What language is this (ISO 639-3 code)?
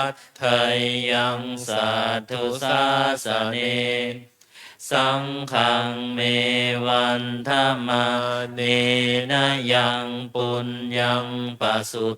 pli